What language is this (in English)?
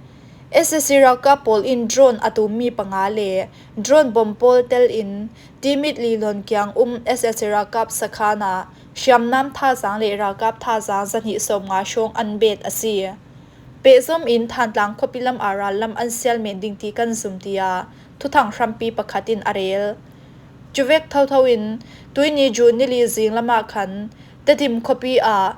Falam Chin